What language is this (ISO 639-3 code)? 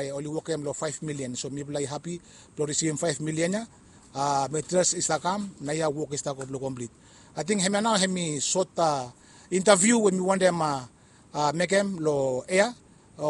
bis